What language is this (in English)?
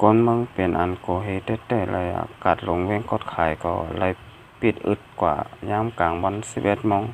Shan